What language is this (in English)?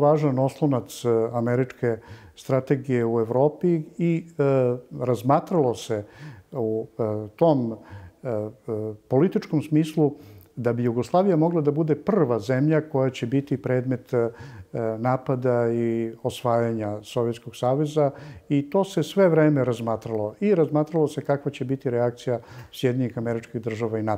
Serbian